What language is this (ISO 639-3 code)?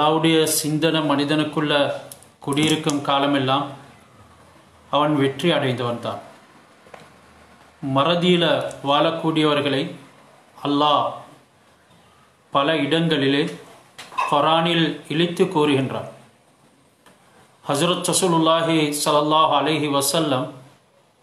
tam